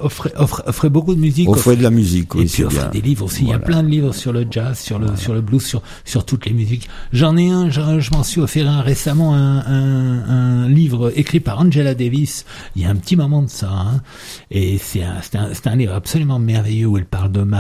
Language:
French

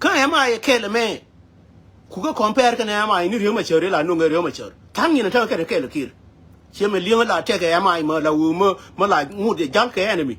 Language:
Nuer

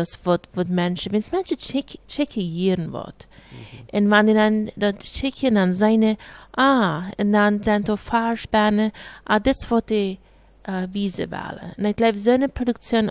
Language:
Plautdietsch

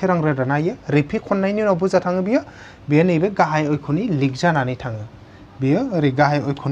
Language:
Bodo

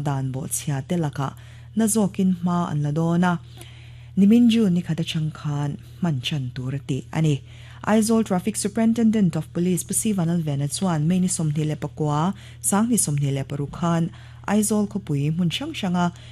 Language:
Mizo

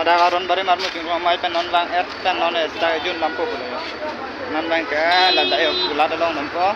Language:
Karbi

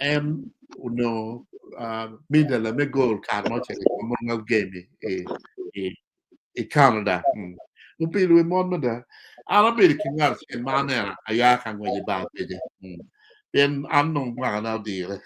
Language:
Acoli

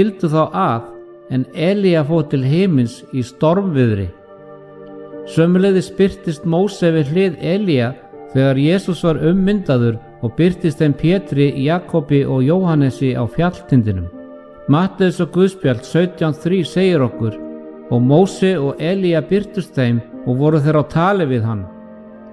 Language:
Icelandic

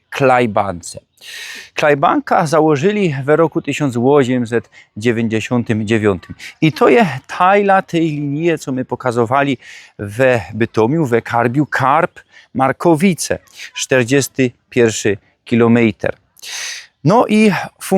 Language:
Silesian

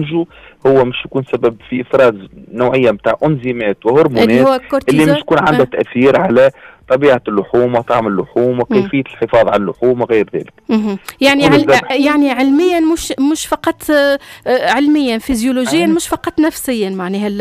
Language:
Tunisian Arabic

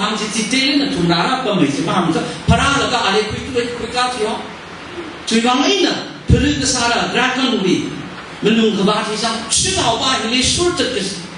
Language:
Tangkhul Naga (India)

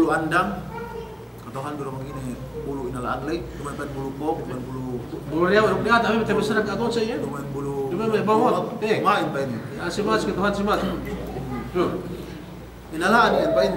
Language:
Yakan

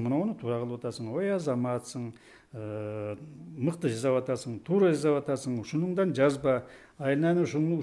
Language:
Kyrgyz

